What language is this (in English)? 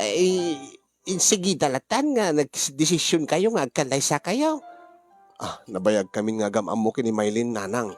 Iloko